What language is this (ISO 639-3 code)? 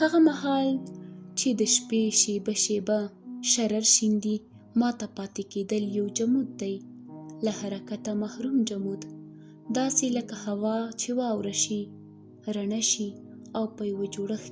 pus